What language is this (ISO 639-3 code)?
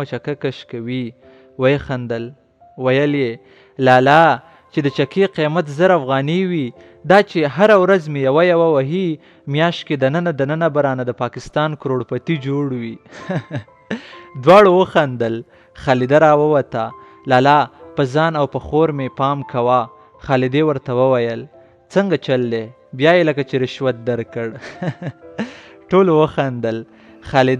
pus